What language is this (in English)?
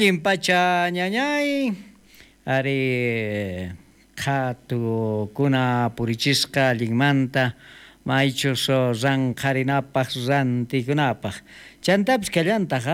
South Bolivian Quechua